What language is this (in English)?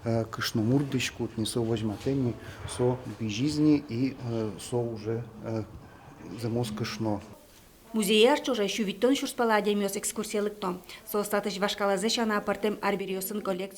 Udmurt